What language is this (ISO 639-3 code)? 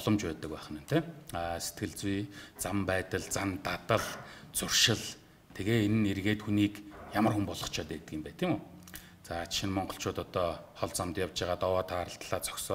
mon